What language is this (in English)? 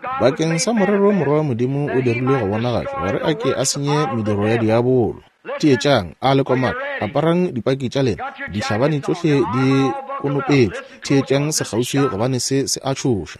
Northern Sotho